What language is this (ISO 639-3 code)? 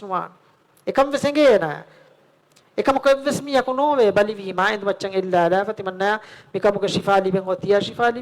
div